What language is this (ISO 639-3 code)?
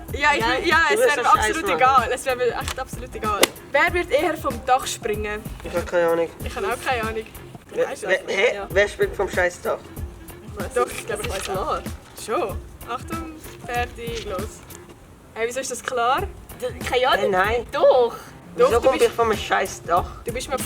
gsw